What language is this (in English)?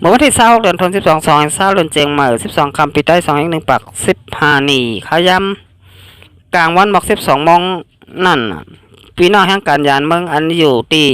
Shan